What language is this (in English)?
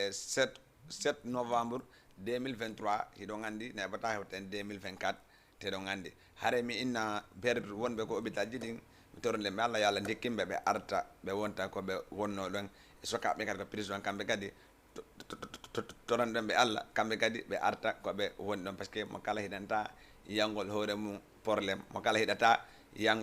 Fula